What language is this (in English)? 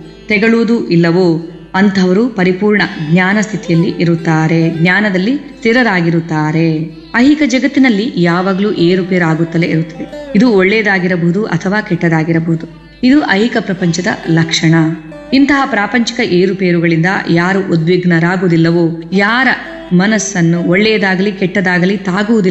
Kannada